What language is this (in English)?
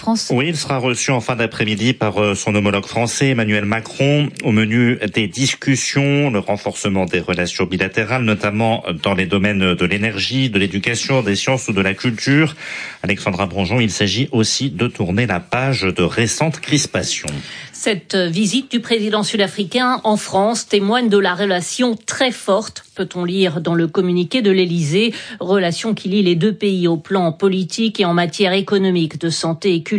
French